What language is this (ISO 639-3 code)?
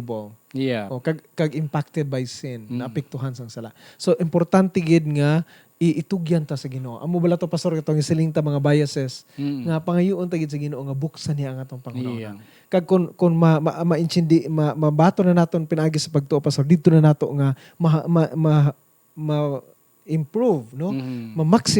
hil